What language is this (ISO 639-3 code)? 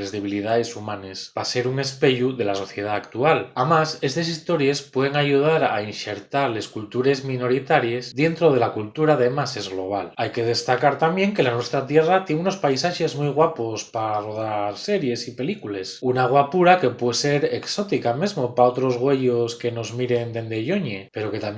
ast